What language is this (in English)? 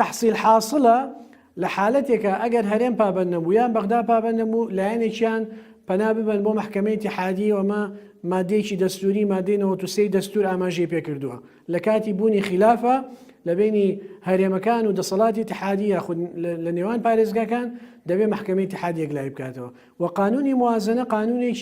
Central Kurdish